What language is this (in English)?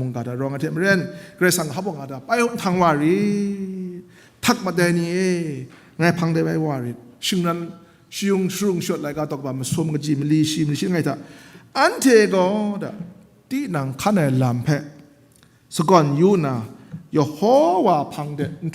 Kachin